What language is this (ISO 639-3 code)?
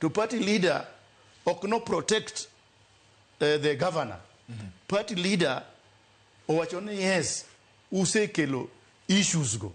luo